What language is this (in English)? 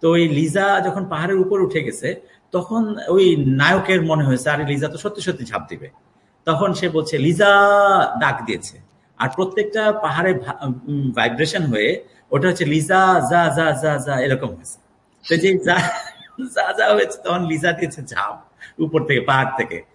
Bangla